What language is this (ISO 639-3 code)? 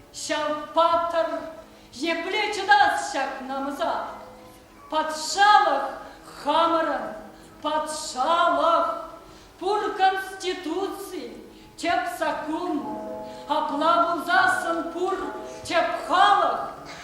chv